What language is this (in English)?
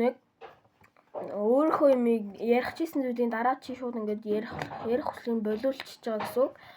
Mongolian